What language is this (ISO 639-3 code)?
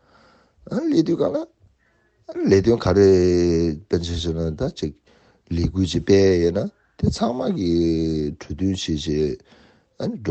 bod